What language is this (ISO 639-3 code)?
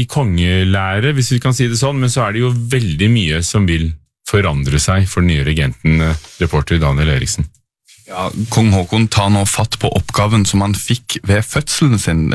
nor